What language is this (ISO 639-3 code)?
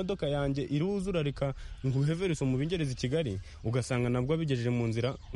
kin